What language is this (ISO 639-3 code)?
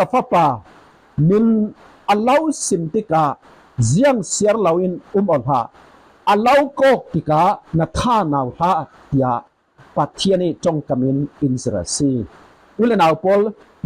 cfm